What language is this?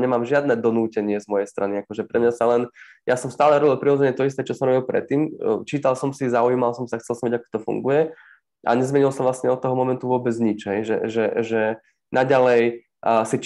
Slovak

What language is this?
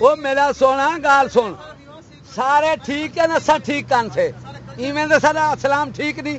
Saraiki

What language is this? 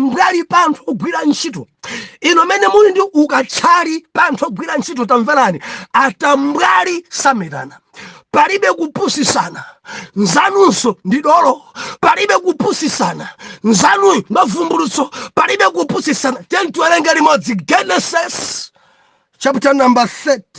Nyanja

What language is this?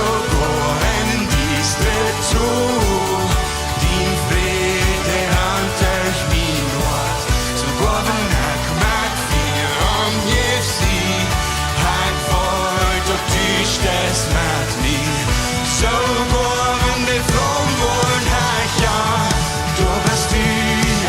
Plautdietsch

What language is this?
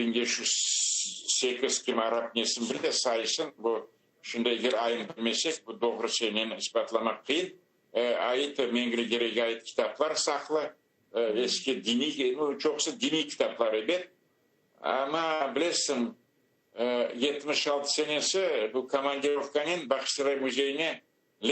Crimean Tatar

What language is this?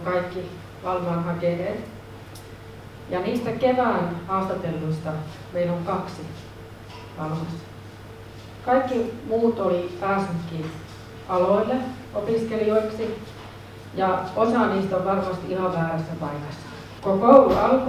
Finnish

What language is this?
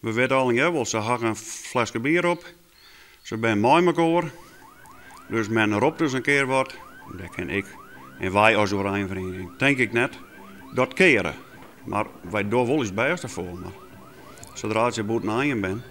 Western Frisian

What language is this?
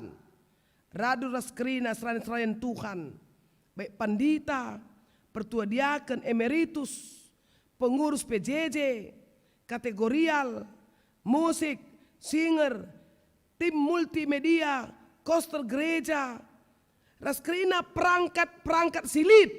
Batak Karo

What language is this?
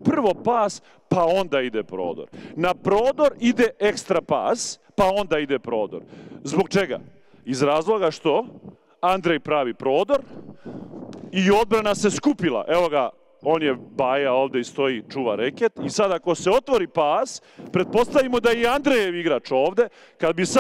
Serbian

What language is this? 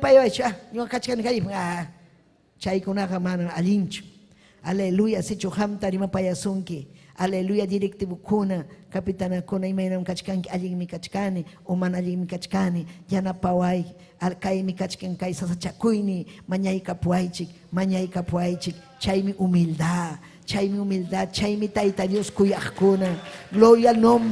Ayacucho Quechua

